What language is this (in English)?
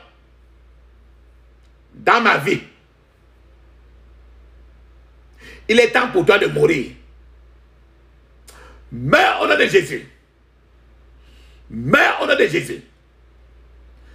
French